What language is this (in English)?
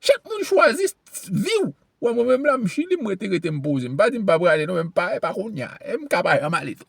Haitian Creole